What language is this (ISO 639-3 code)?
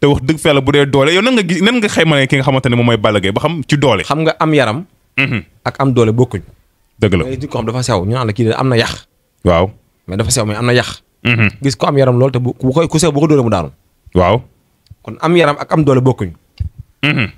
wol